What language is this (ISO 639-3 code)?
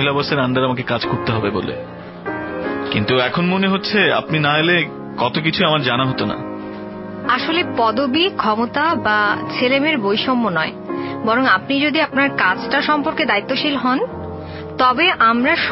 ben